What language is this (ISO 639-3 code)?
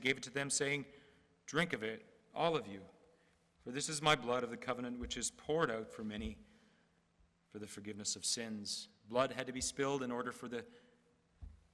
eng